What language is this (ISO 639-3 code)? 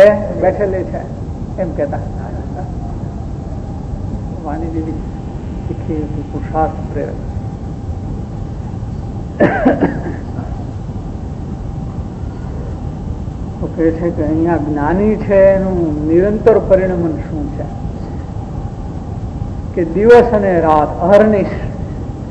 guj